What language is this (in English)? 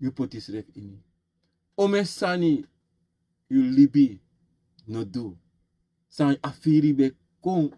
Sranan Tongo